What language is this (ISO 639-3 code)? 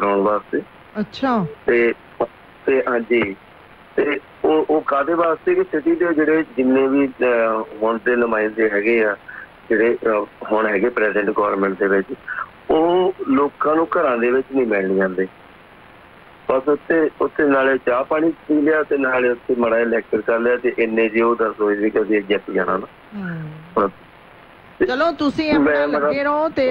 pan